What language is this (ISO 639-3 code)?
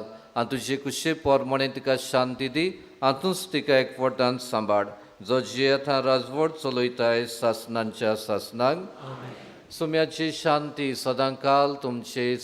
kok